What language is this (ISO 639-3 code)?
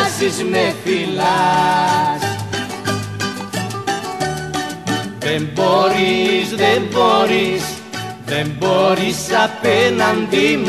ell